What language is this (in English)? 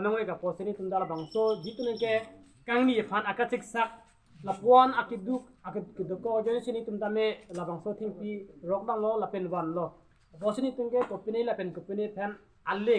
Karbi